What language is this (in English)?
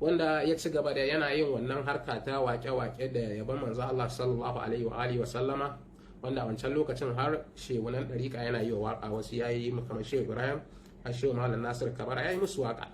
Hausa